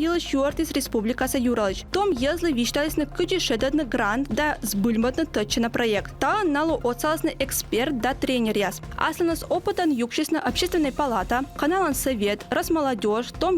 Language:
Komi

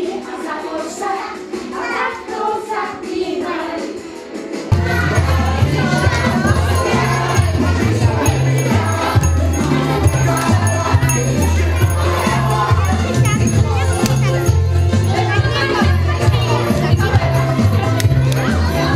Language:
Slovak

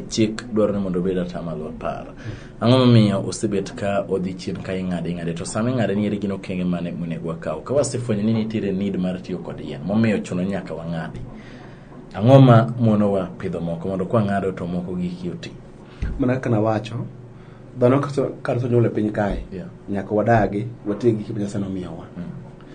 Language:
Luo (Kenya and Tanzania)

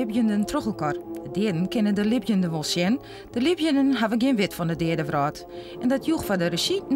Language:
Western Frisian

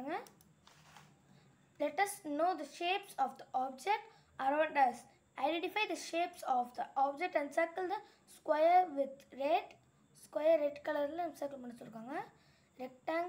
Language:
Tamil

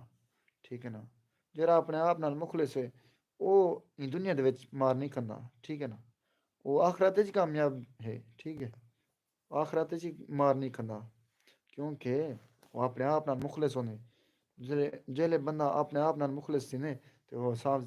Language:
Saraiki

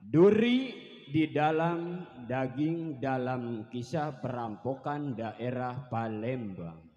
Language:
Betawi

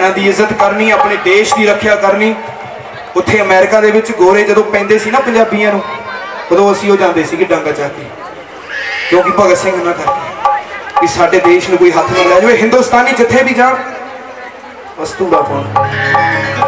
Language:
Punjabi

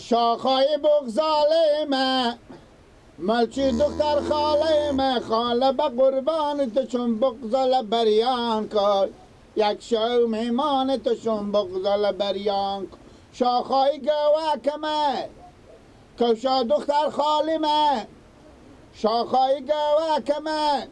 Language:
Persian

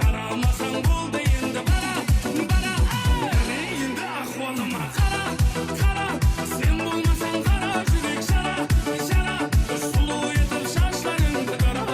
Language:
Kara-Kalpak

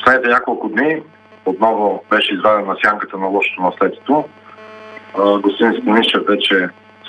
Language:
Bulgarian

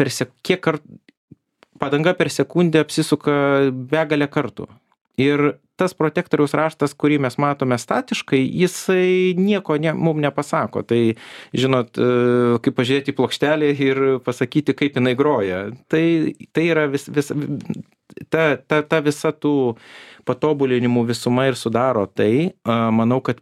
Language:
Lithuanian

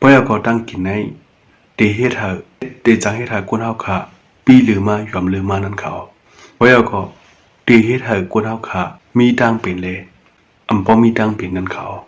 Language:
Shan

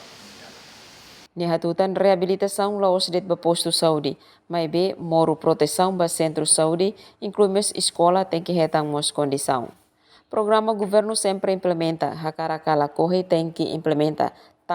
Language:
Tetum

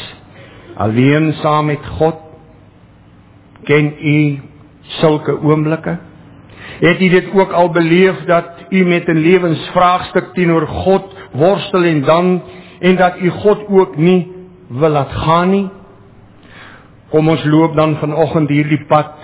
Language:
Afrikaans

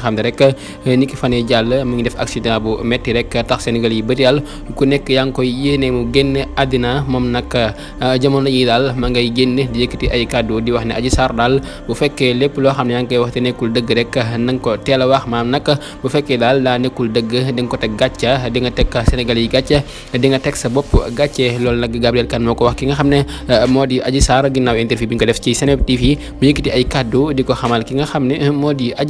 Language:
Wolof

